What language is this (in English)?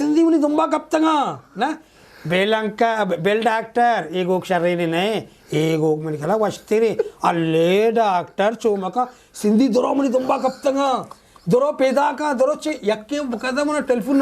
Eastern Balochi